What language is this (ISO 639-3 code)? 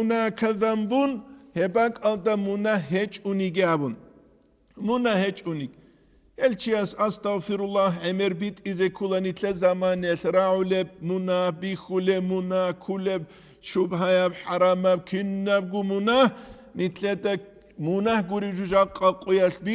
ava